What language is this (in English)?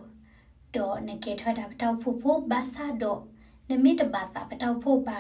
S'gaw Karen